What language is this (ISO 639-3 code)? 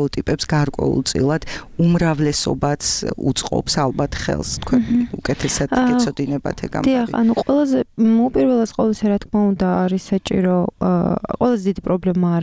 kat